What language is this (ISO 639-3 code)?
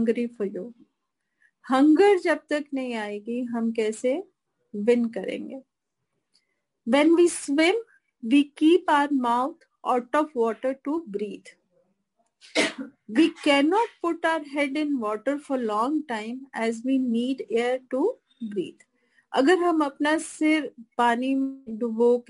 hin